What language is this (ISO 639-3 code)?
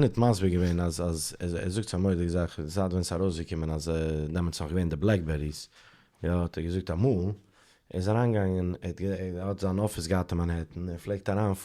yid